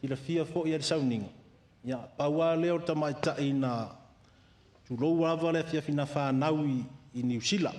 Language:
Samoan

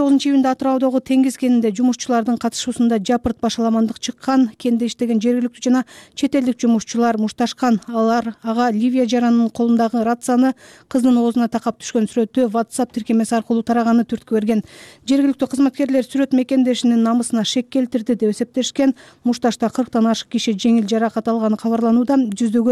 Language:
Kyrgyz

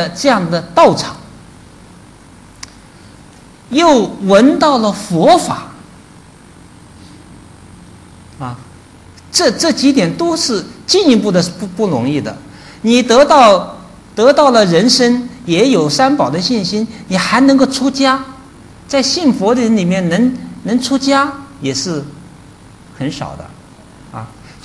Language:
Chinese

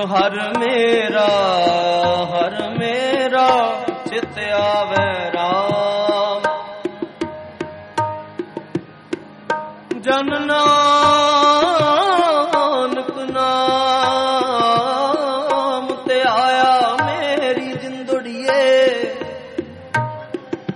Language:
Punjabi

